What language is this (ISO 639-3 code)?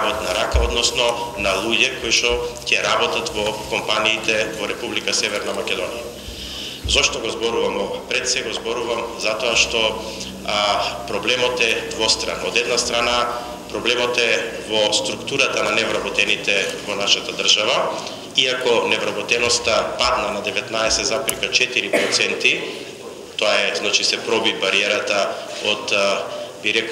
mkd